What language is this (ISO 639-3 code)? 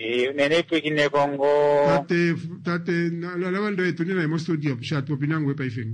kua